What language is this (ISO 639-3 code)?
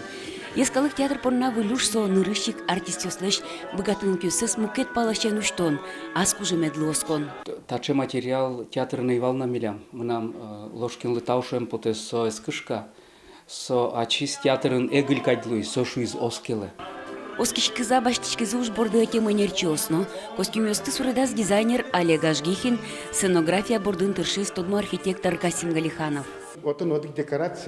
udm